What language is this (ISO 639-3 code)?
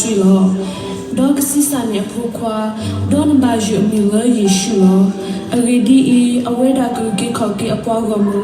ksw